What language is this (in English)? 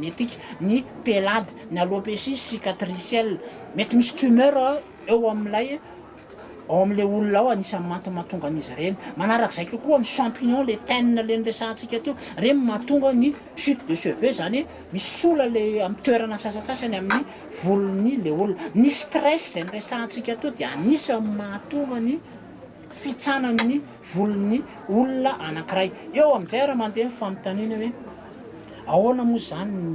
Malagasy